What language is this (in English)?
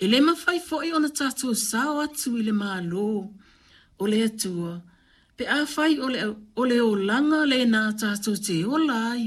Samoan